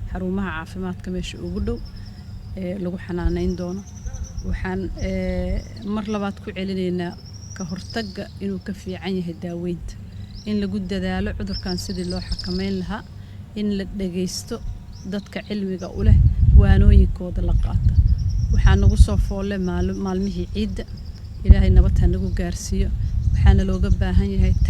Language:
Somali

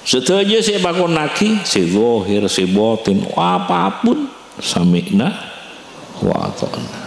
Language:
Madurese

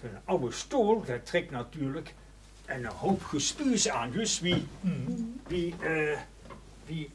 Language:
Limburgish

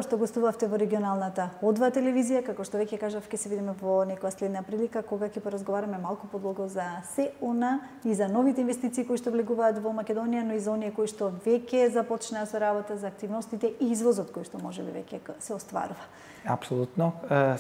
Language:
Macedonian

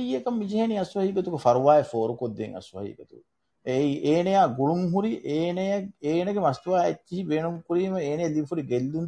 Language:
Divehi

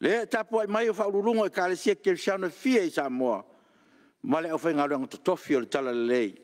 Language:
Samoan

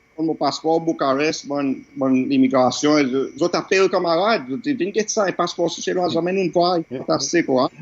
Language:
Seselwa Creole French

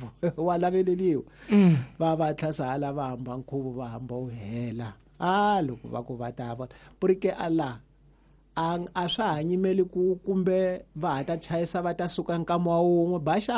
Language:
Tsonga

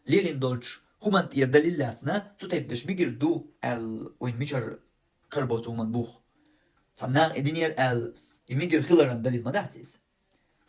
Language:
Chechen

